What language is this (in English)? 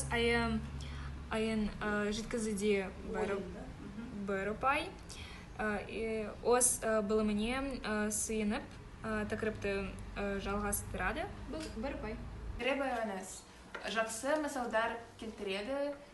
Kazakh